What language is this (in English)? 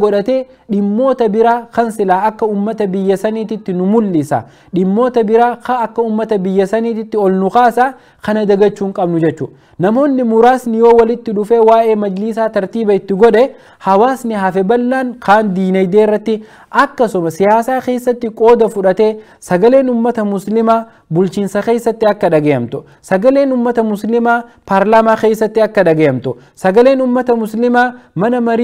Oromo